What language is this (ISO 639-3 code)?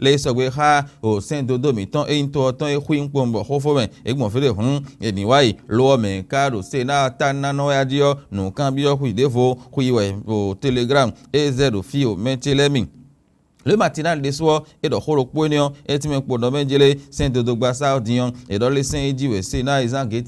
fon